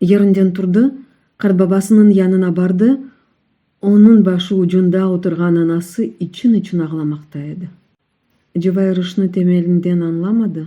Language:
Crimean Tatar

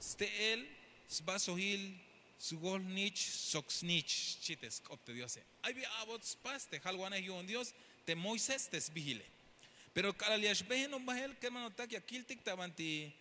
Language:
Tzeltal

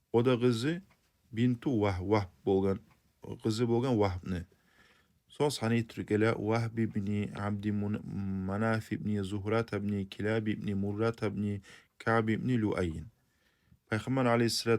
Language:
Kumyk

